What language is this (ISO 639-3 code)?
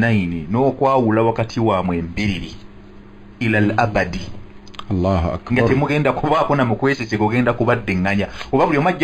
lug